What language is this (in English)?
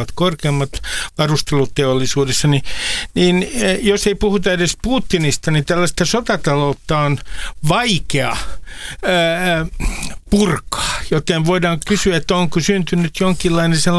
Finnish